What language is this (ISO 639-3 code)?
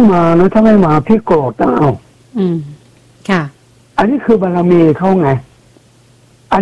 tha